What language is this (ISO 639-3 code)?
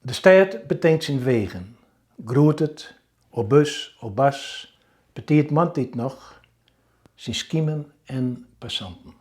fry